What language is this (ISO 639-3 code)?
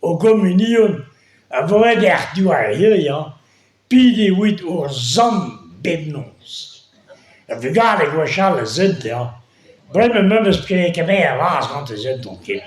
bre